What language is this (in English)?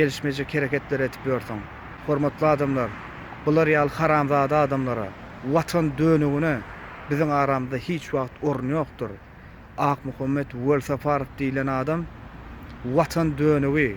Turkmen